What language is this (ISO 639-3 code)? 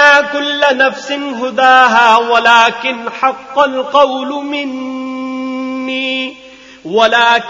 urd